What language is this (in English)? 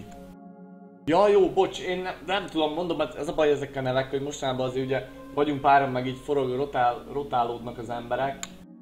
Hungarian